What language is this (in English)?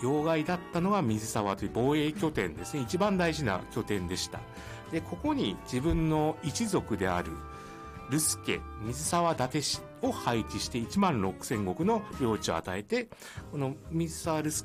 Japanese